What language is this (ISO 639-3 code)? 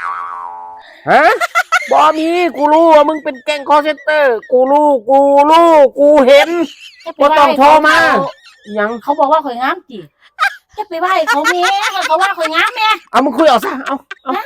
lao